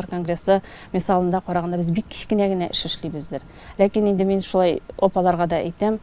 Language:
Tatar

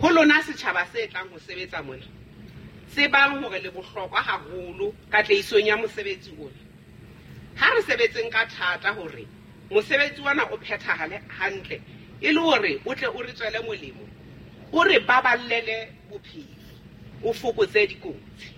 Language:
Southern Sotho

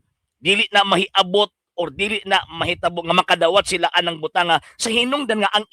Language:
Cebuano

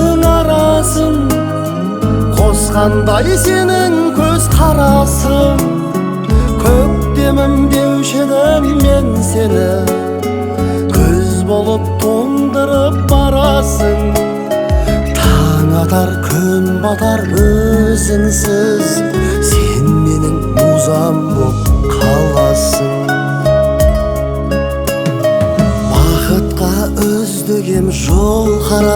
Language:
Kazakh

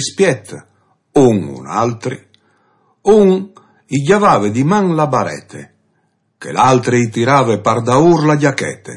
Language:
Friulian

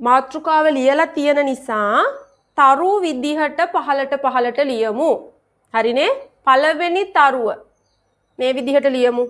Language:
Sinhala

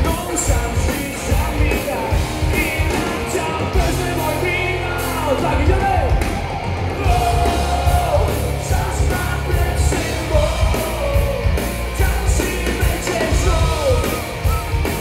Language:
Slovak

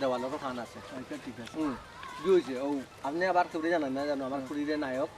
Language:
Sylheti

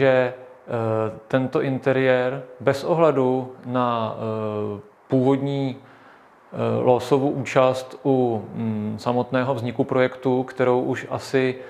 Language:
Czech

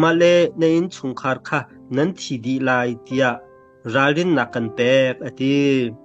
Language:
Hakha Chin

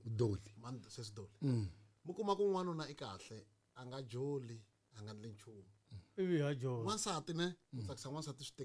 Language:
Tsonga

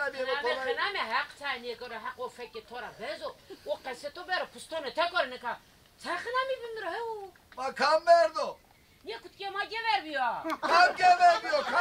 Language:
Zaza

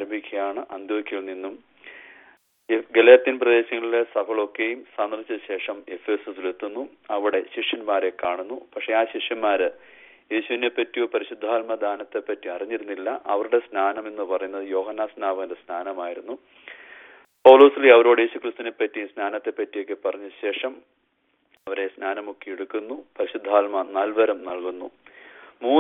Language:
Malayalam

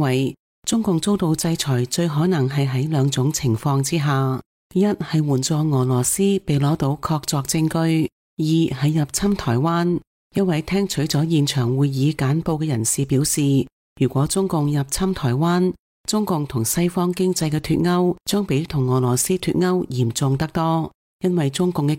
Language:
Cantonese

